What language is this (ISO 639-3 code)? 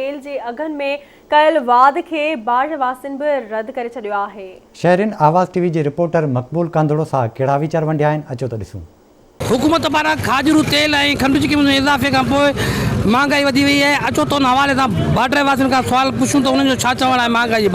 snd